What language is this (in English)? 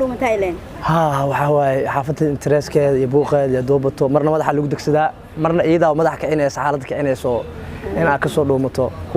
Somali